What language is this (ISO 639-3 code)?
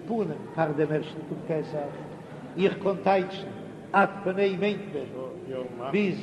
yid